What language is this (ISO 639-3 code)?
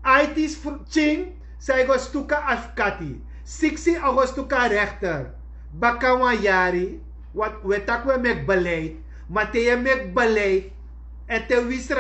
srn